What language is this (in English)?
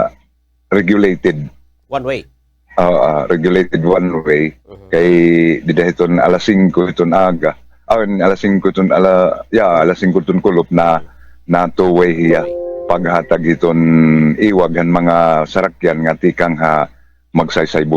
Waray